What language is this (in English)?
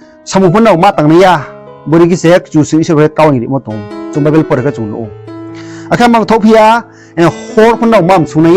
Riang (India)